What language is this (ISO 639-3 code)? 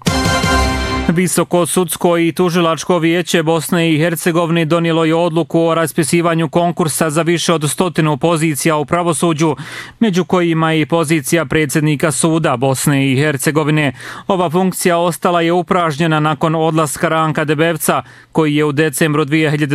bos